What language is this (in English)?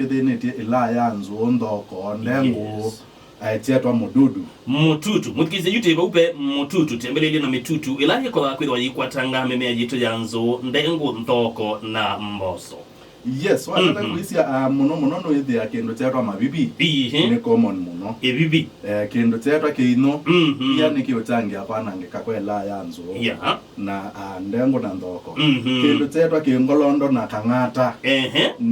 Kamba